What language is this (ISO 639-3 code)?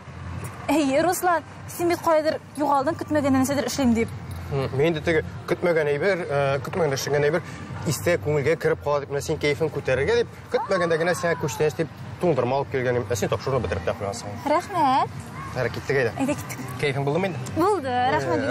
tat